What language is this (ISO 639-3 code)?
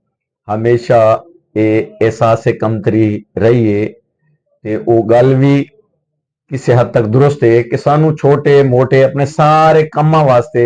skr